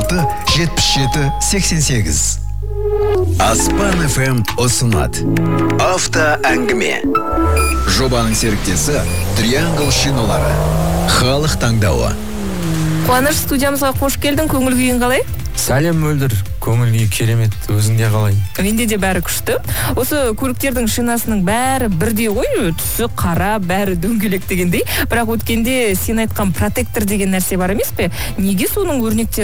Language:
Kazakh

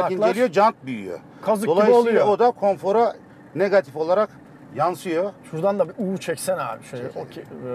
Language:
Turkish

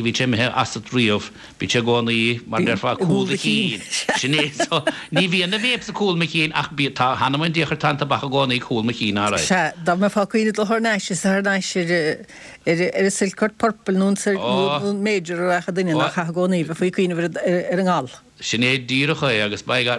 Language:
Irish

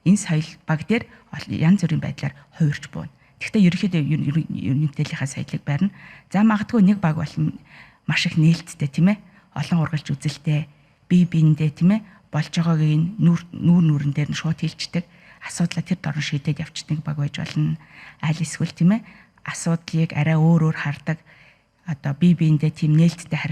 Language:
Mongolian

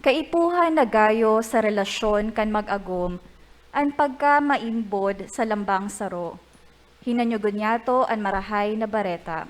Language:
Bikol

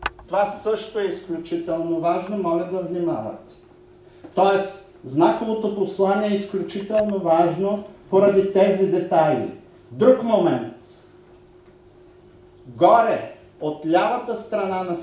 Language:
Bulgarian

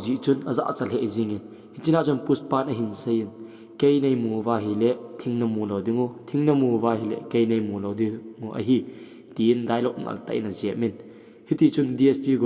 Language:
Thado Chin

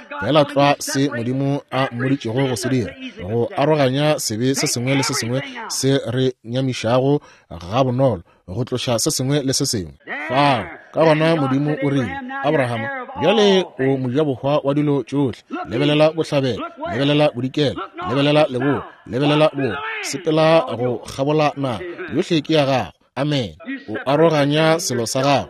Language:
Northern Sotho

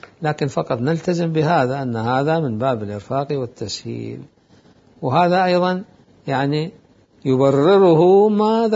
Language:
Mesopotamian Arabic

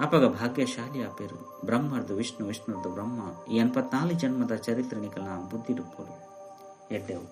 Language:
Tulu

